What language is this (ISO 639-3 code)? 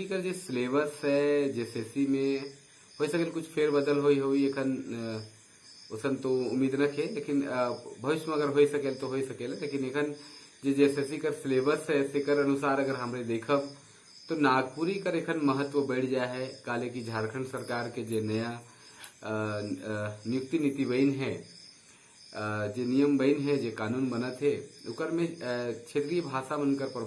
sck